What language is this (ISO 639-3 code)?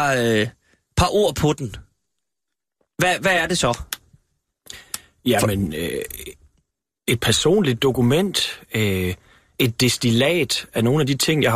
dan